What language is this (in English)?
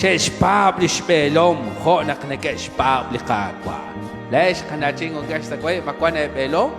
Kekchí